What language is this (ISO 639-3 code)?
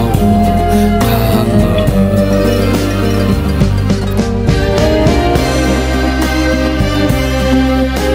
kaz